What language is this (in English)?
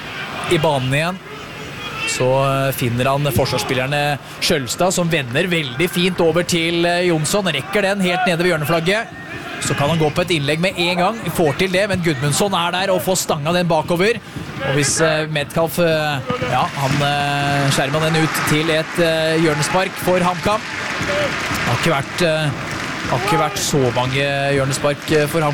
Norwegian